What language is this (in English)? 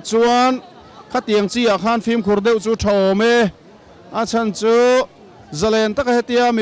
Mizo